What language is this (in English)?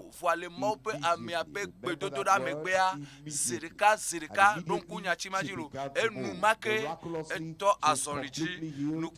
Ewe